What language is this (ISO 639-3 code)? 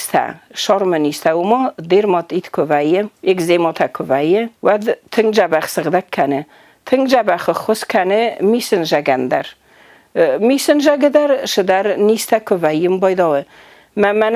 oss